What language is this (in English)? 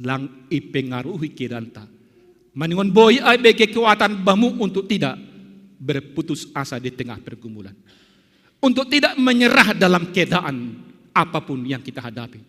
Batak Simalungun